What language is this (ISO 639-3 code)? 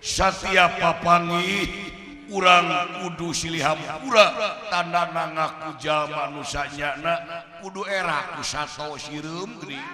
sun